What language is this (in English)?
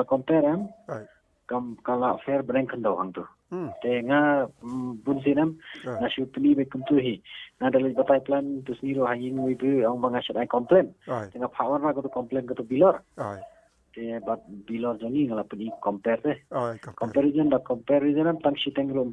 Khasi